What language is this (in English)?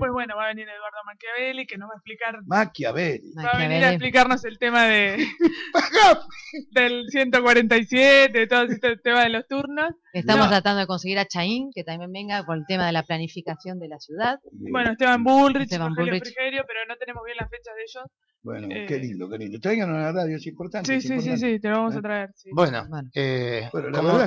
Spanish